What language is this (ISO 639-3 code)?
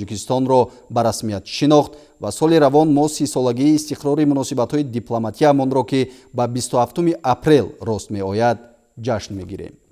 tgk